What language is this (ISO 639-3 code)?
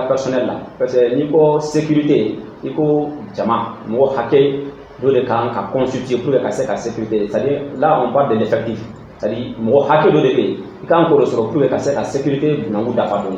bam